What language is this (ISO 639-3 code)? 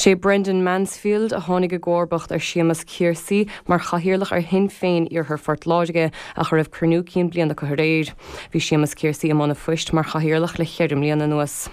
gle